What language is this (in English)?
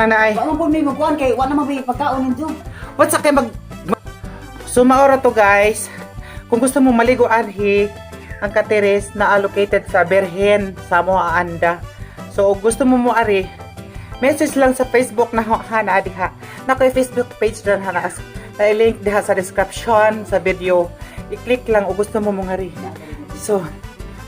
Cebuano